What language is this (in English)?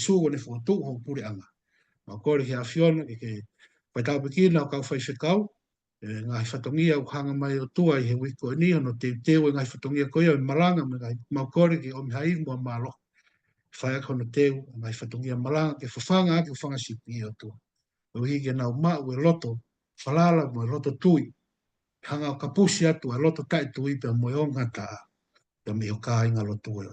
Tongan